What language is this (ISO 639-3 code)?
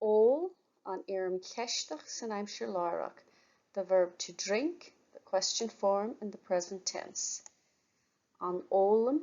gle